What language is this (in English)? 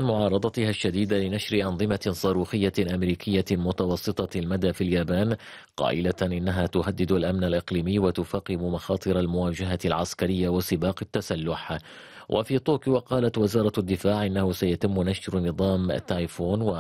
Arabic